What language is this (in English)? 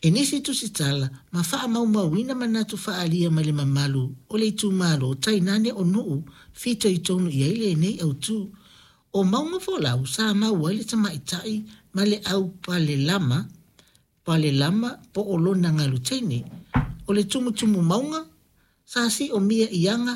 Samoan